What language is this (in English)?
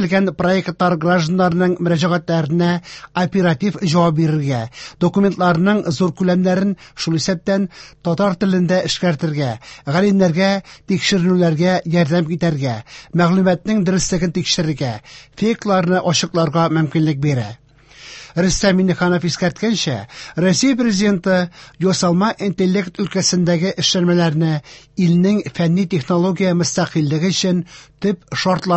Tatar